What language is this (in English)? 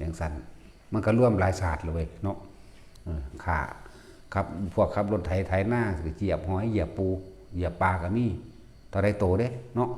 Northeastern Thai